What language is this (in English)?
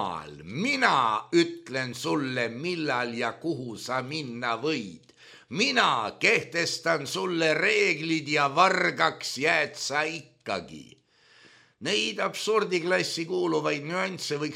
Estonian